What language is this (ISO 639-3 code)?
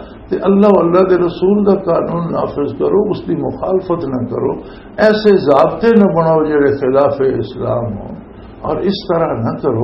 lah